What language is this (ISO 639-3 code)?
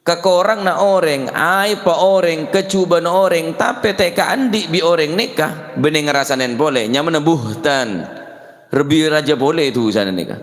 mad